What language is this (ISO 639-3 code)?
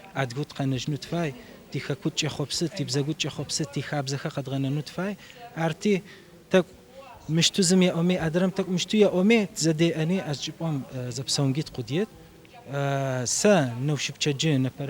ady